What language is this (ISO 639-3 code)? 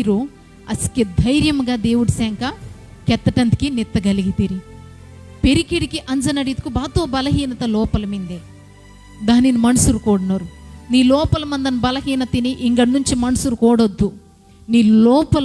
kff